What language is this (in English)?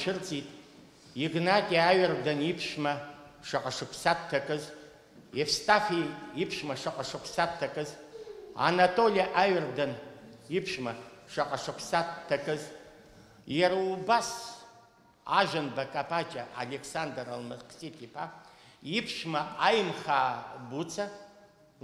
Abkhazian